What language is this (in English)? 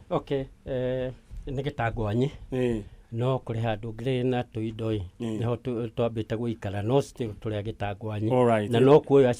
Kikuyu